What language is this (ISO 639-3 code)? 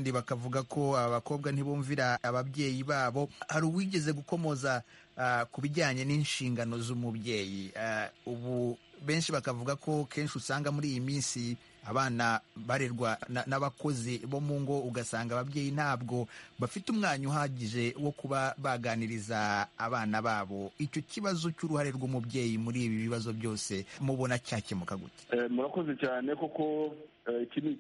kin